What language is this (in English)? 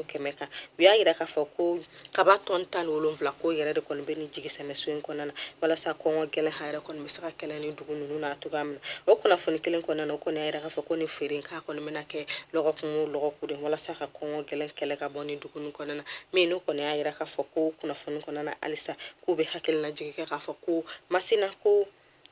Bambara